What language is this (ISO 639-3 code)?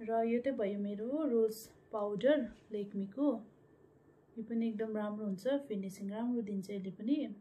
nep